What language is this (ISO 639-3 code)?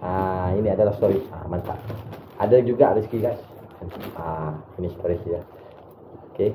msa